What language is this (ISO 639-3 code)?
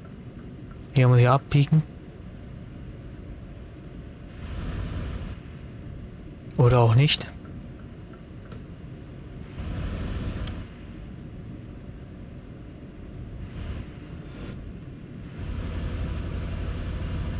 deu